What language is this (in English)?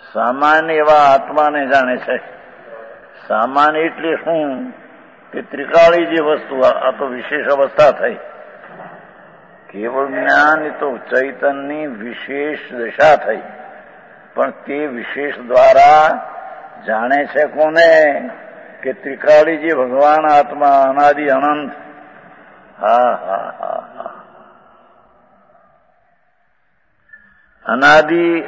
Gujarati